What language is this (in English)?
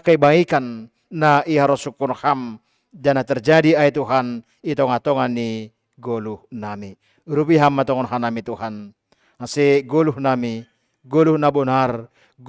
Batak Simalungun